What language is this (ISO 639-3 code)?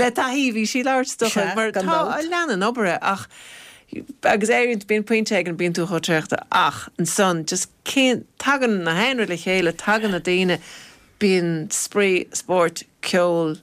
gle